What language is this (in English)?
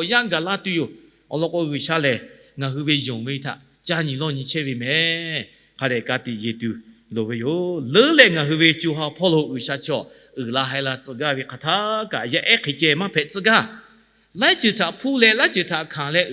Lahu